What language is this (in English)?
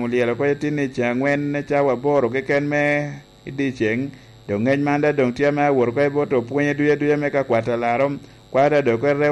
Lango (Uganda)